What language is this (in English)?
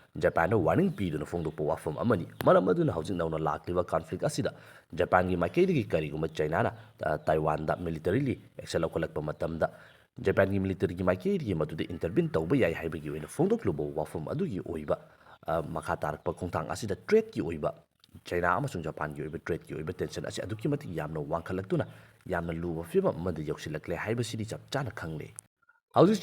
Manipuri